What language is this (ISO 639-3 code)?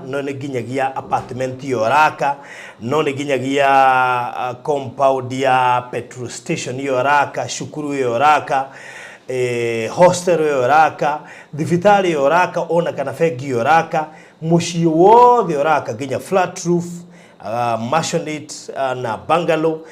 kik